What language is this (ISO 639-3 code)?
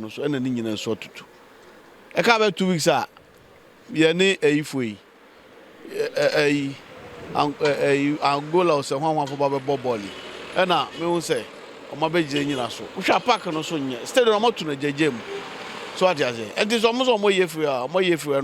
aka